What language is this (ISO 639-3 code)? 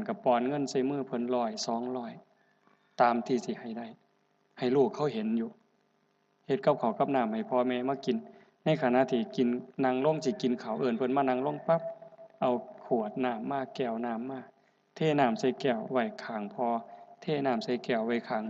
tts